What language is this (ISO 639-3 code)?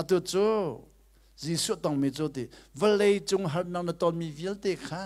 cnh